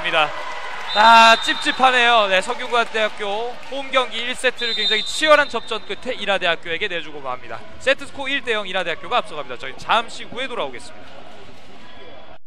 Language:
Korean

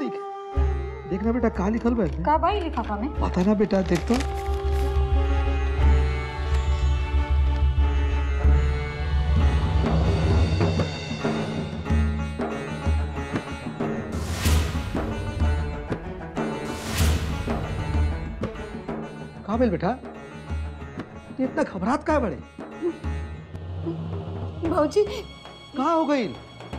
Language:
Bhojpuri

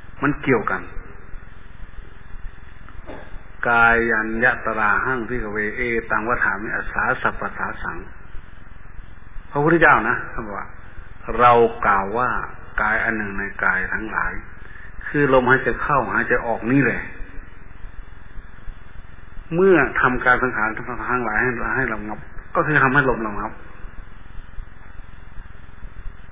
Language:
Thai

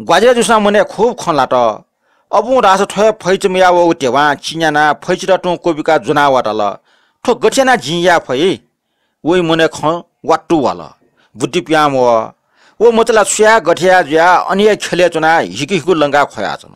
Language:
Newari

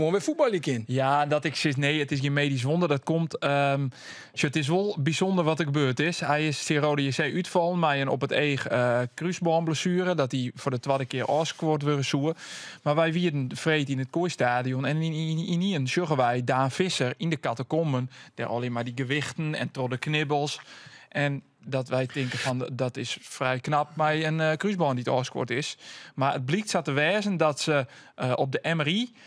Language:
Western Frisian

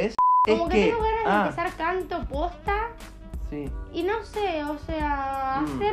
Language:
Spanish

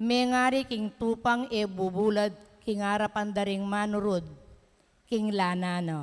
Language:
Pampanga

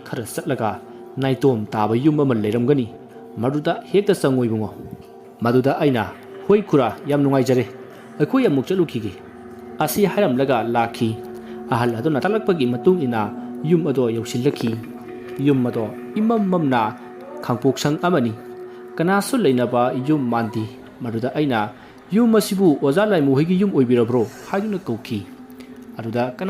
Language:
Manipuri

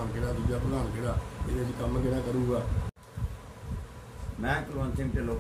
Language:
Punjabi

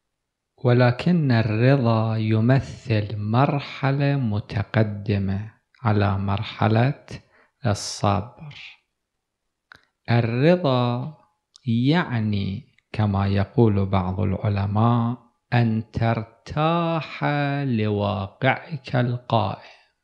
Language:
Arabic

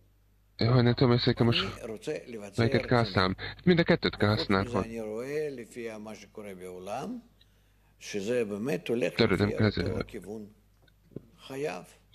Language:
Hungarian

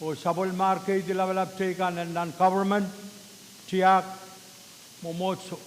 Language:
Pohnpeian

